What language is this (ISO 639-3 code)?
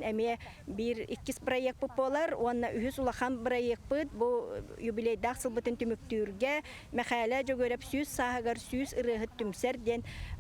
sah